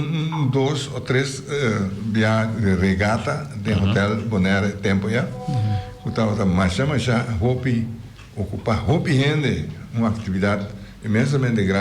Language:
Papiamento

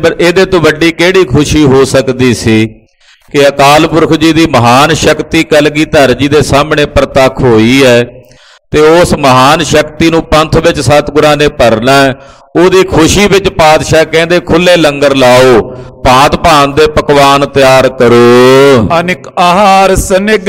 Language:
Punjabi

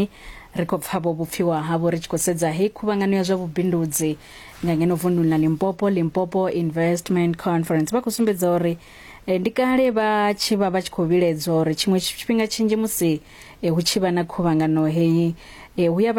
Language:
Venda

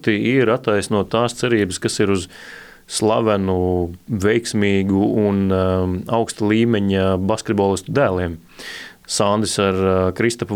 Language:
Latvian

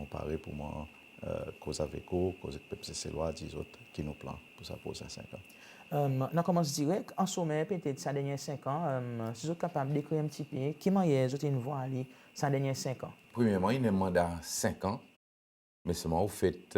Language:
Seselwa Creole French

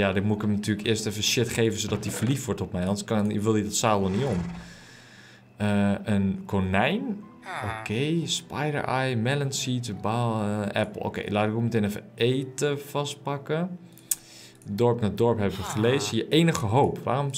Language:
Dutch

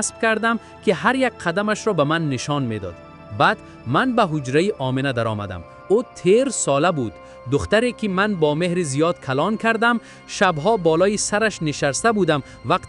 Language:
Tajik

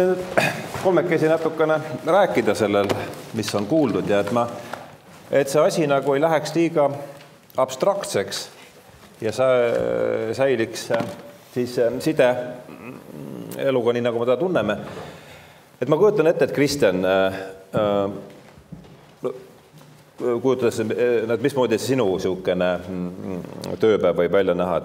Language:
Estonian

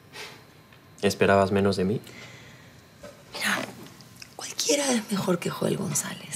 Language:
Spanish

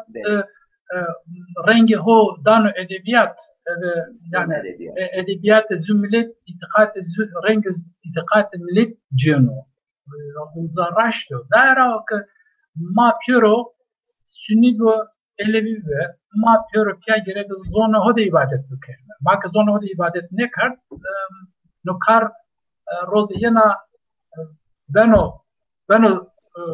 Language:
Zaza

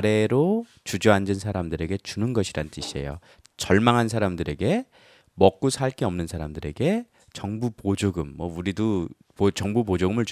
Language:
Korean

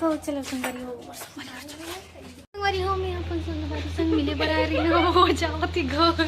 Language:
Chhattisgarhi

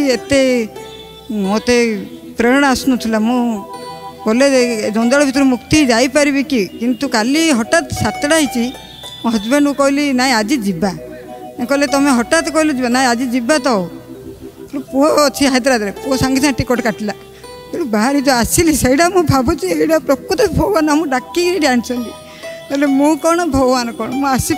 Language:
Odia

